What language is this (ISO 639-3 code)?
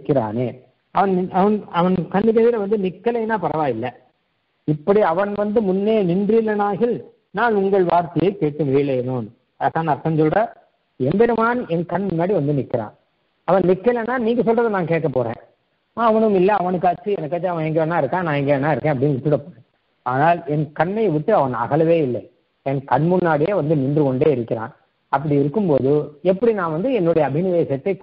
tam